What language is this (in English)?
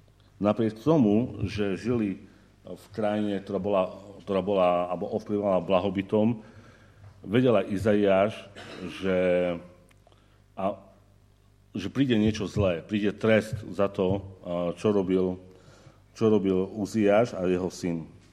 Slovak